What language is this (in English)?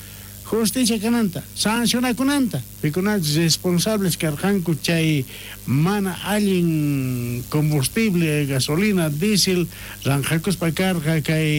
South Bolivian Quechua